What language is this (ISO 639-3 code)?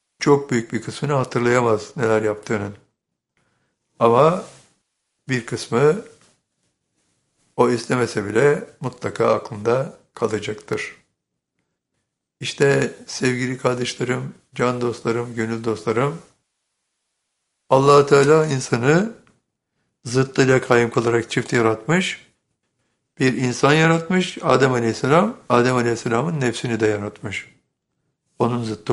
tur